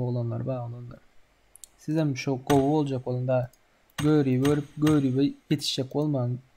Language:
Turkmen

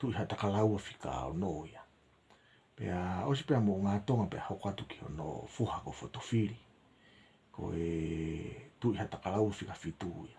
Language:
Tongan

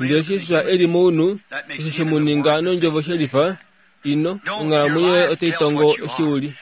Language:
Kuanyama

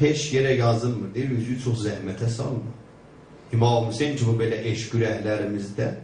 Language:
South Azerbaijani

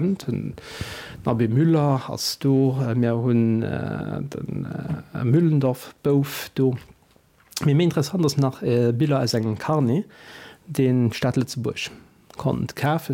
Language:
Luxembourgish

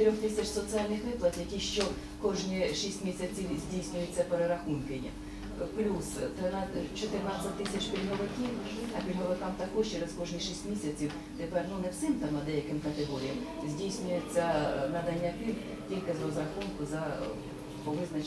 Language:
Ukrainian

